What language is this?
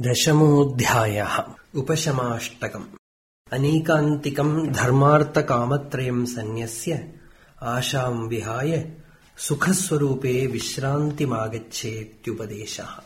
Sanskrit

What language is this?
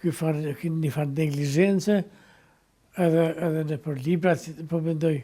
Albanian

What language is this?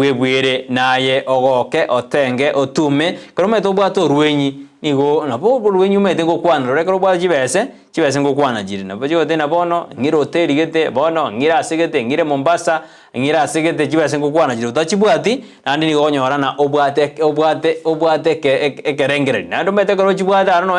Gusii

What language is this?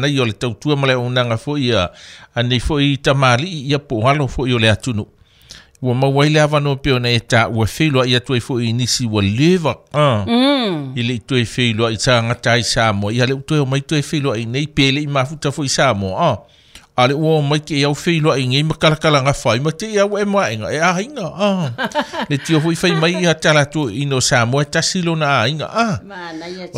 Samoan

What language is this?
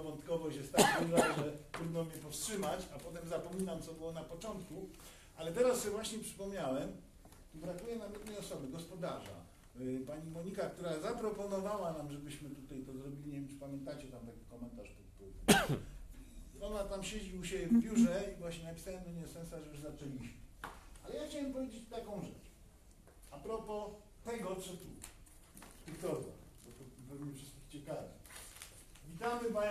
Polish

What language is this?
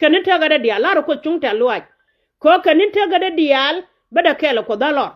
Nuer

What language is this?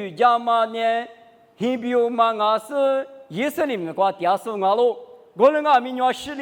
Lisu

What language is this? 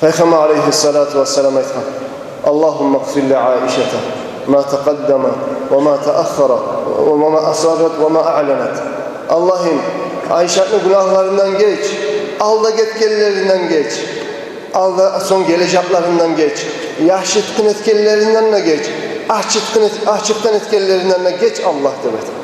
Kumyk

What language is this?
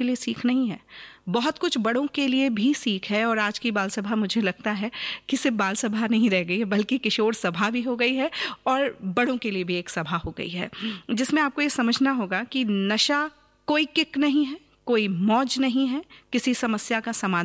Hindi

